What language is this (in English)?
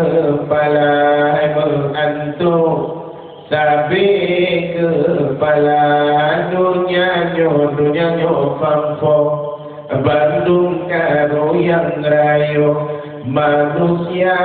Achinese